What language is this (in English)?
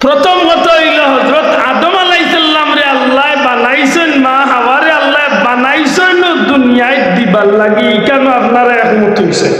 Sylheti